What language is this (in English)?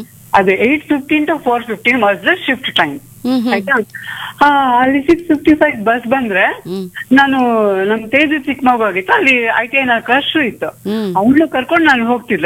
Kannada